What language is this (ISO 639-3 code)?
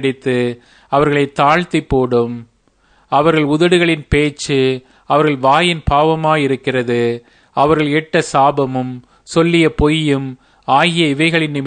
tam